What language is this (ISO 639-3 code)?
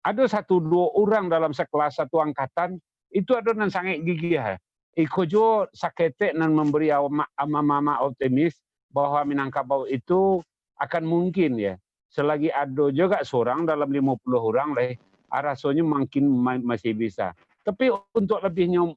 min